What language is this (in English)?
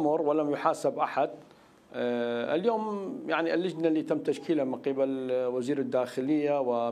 Arabic